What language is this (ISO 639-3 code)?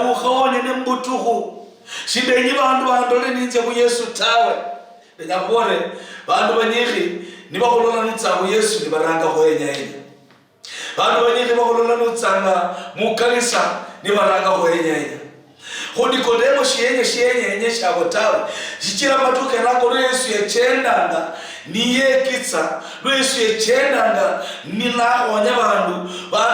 luy